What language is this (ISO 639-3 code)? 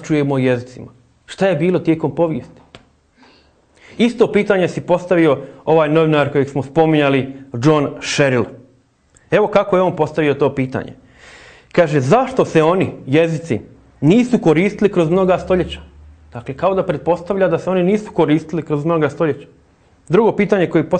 hrv